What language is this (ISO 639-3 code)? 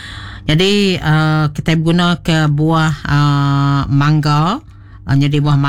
iba